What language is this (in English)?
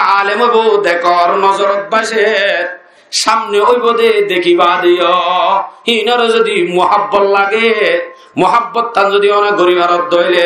Rohingya